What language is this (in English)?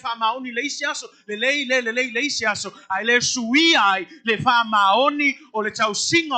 Samoan